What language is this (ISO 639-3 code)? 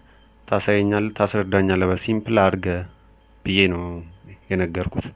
amh